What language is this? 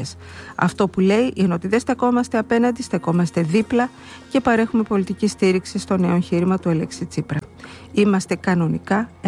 Greek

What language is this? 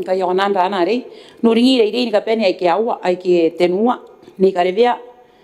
Gilbertese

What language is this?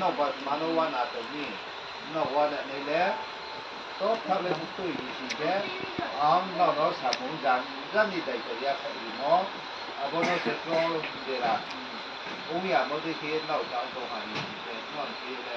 Riang (India)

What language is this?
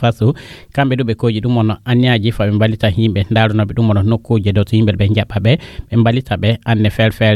Fula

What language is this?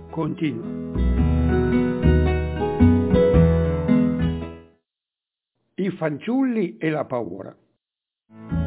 Italian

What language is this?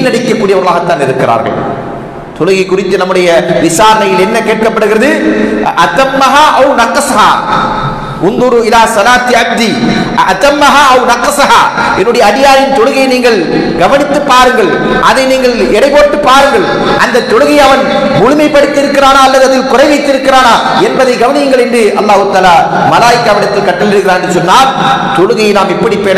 Tamil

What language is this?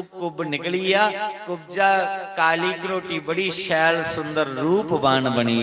Dogri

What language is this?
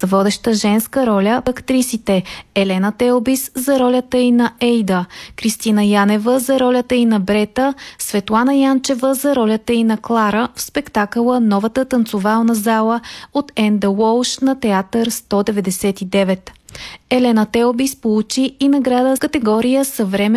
Bulgarian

